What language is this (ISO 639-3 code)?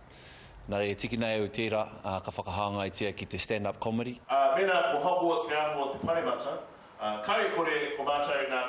mri